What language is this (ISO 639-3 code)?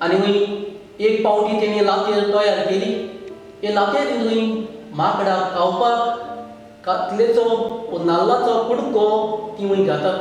kok